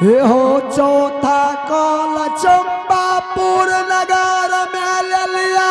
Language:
Angika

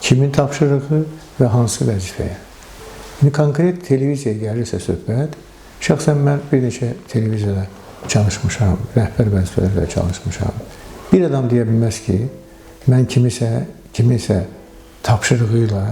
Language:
Azerbaijani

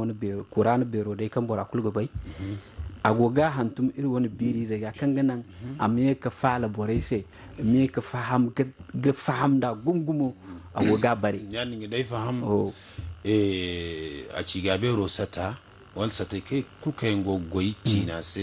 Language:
Zarma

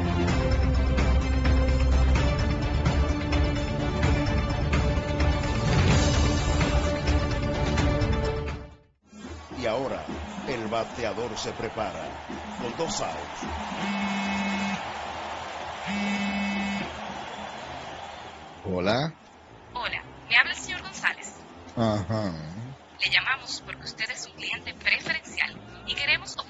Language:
Spanish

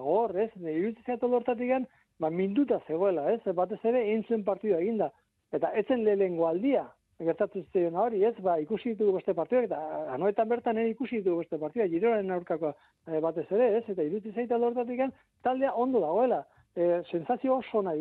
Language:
Basque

